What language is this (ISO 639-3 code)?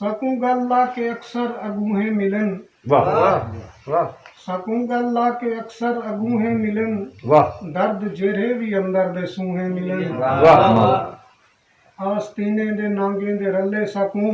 skr